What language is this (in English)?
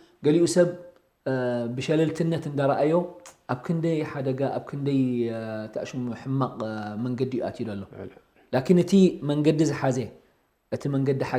Tigrinya